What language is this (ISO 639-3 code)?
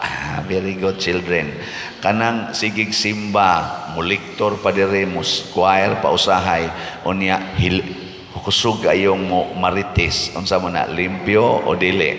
ceb